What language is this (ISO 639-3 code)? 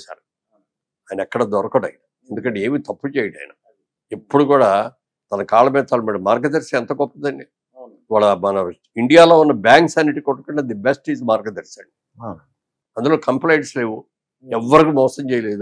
tel